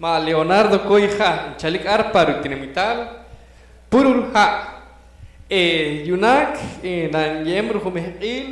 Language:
Poqomchi'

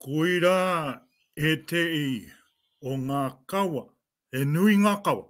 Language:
Māori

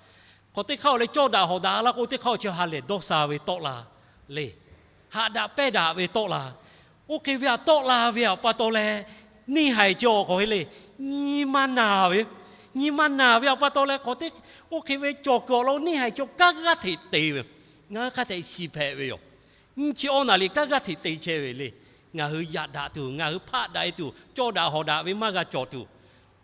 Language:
Lahu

